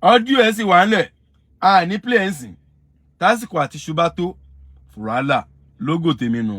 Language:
Yoruba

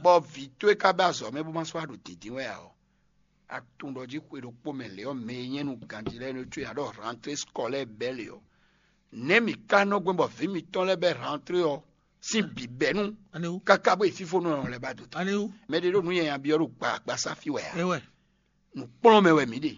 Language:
Fon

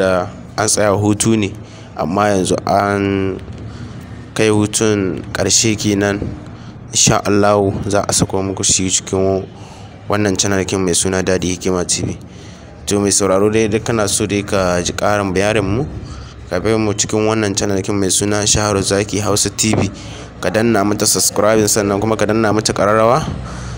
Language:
Hausa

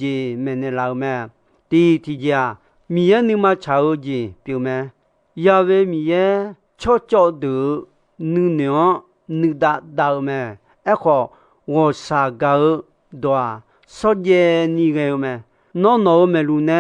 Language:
Akha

